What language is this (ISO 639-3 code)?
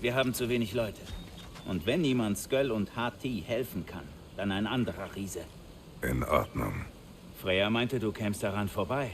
bar